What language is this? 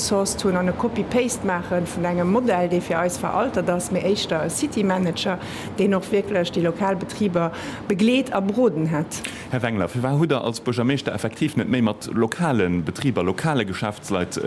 Luxembourgish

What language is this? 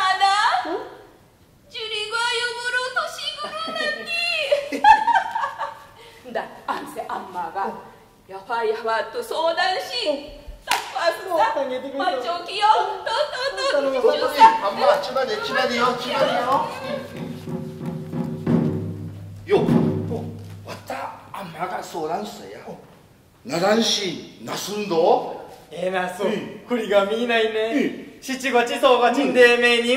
Central Okinawan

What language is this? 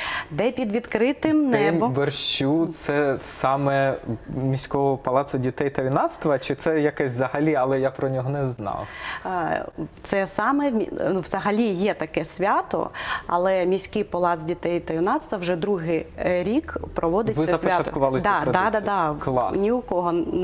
Ukrainian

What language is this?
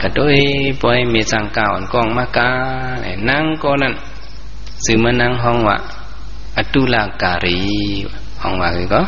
Shan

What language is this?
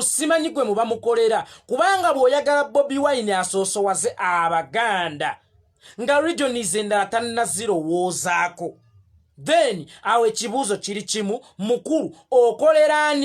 Ganda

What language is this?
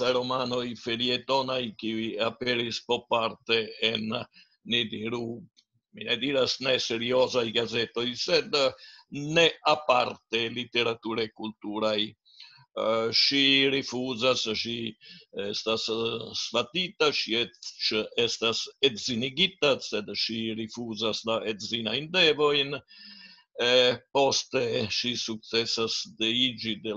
Esperanto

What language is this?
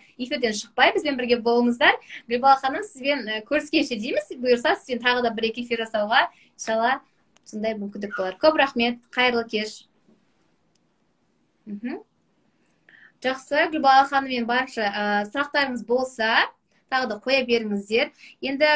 Kazakh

